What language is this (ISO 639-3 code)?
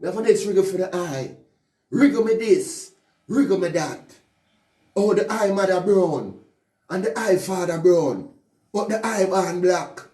jam